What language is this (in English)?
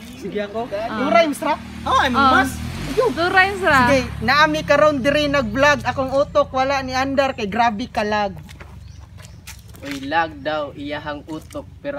Cebuano